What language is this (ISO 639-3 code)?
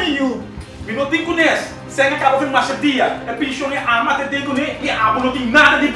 pap